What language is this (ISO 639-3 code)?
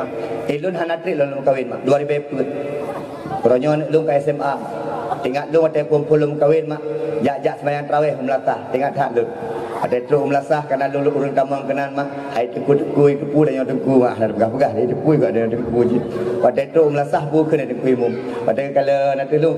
ace